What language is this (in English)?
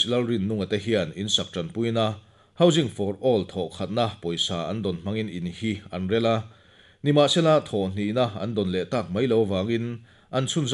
Mizo